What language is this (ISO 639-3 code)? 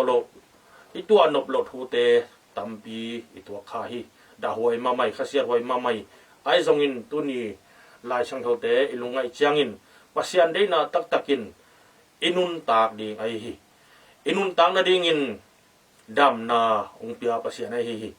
ctd